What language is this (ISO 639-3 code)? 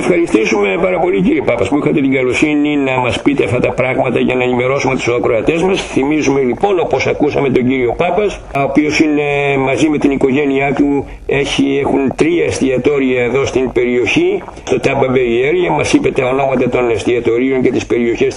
ell